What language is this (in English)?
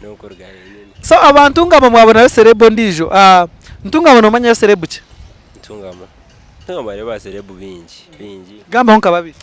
Nyankole